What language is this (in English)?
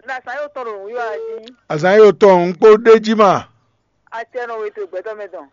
Fon